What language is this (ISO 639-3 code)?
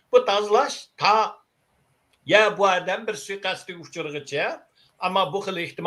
uig